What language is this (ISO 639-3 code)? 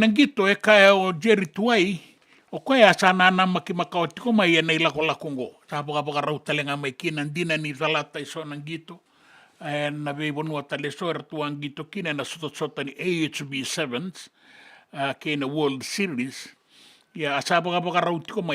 fij